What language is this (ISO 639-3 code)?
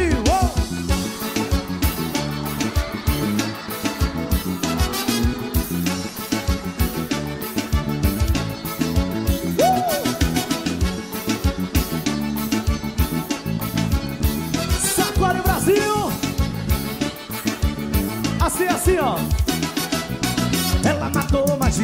por